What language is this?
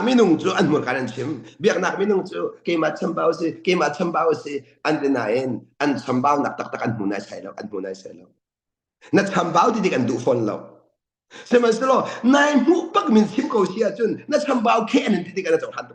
Hakha Chin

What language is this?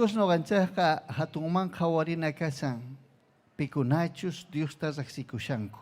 Ayacucho Quechua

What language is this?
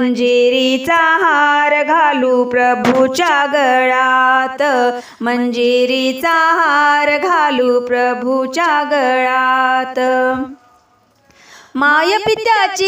Marathi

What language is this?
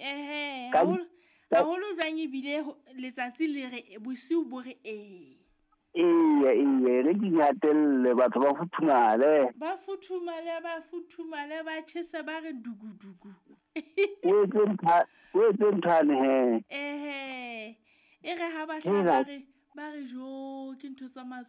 Southern Sotho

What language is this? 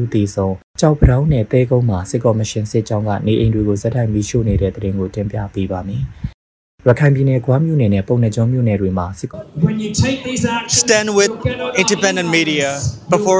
Burmese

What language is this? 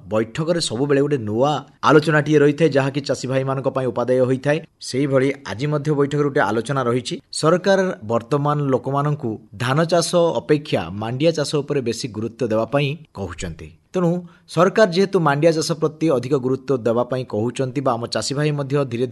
Odia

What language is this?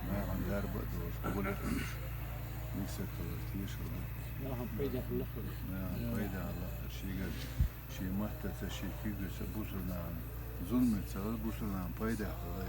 Chechen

